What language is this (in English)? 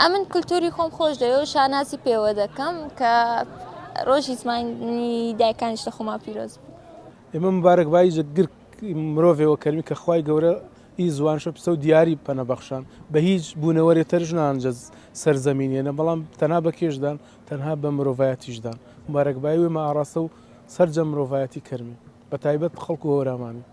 Central Kurdish